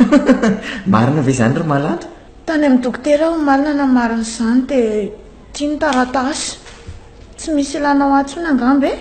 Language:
Malagasy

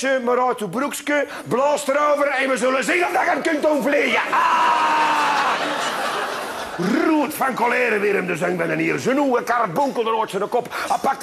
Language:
Dutch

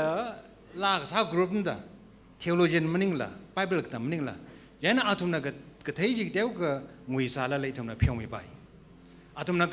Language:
Tangkhul Naga (India)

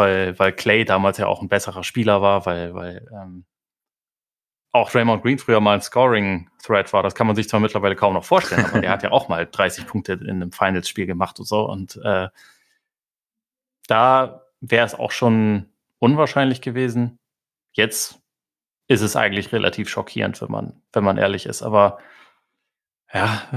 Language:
German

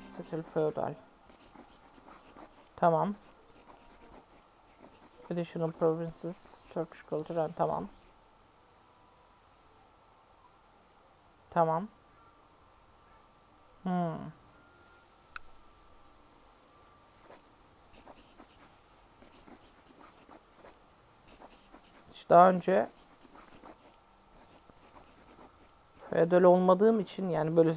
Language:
Turkish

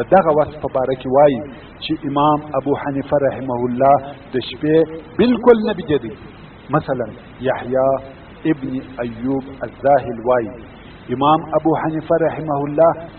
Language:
Pashto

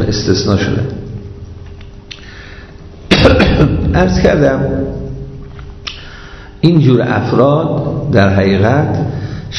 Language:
Persian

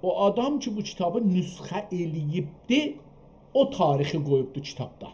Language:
South Azerbaijani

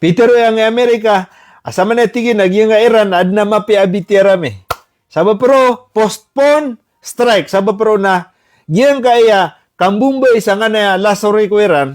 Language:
Maranao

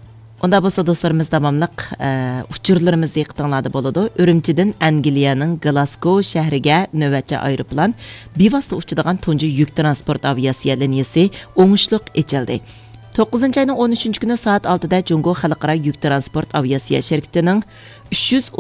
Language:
Uyghur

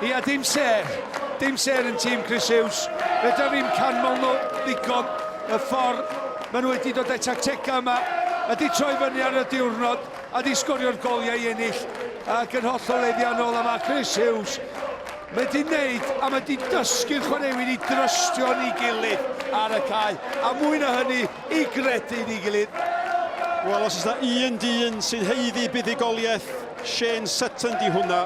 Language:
Welsh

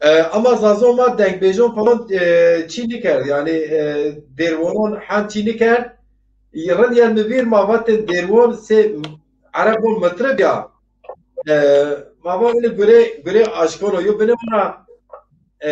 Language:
Zaza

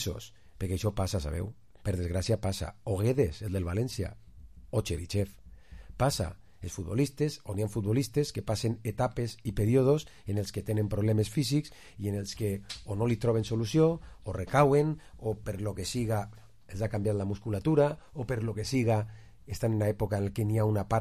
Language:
Catalan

